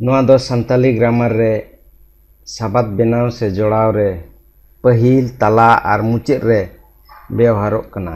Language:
Santali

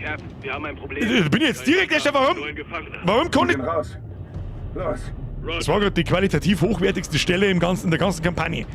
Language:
Bavarian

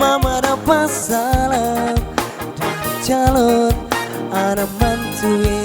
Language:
Ambonese Malay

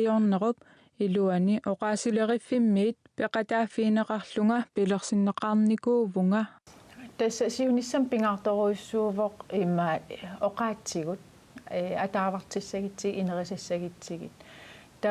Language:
Kalaallisut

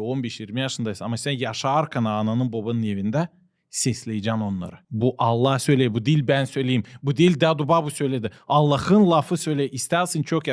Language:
Gagauz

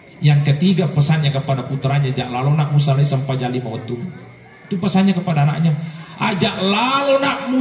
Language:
Buginese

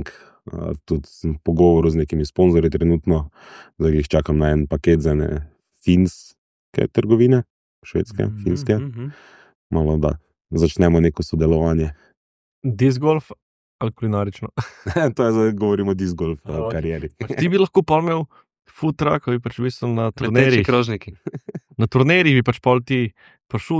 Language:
Slovenian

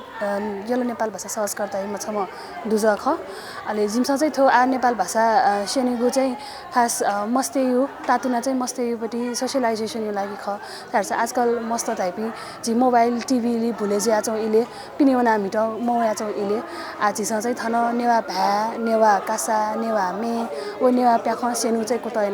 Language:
Newari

